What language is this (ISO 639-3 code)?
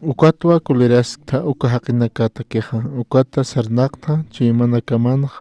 aym